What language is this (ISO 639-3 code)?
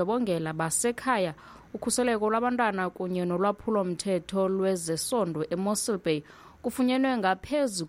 xho